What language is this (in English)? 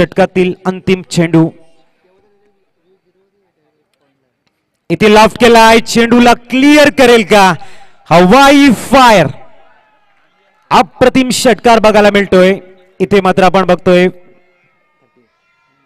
Marathi